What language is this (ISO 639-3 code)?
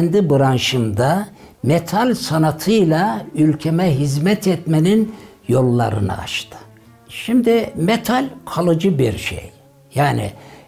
tur